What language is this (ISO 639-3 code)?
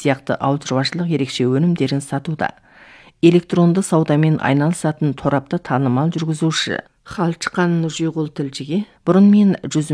kaz